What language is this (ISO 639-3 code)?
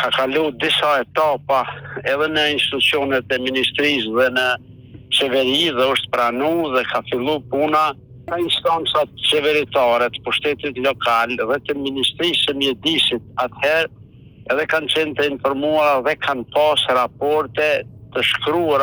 sqi